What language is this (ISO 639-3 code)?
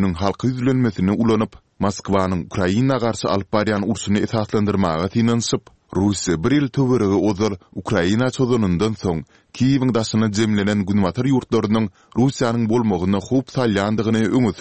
tuk